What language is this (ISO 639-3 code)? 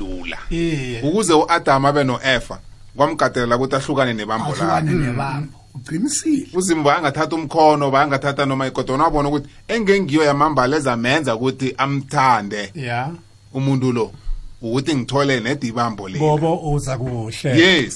nbl